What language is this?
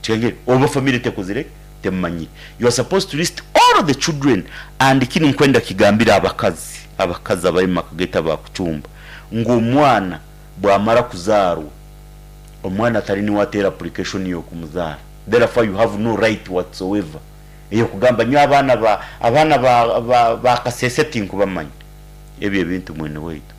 Nyankole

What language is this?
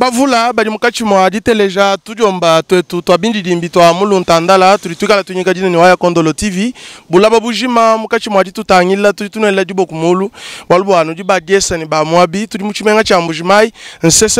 Luba-Lulua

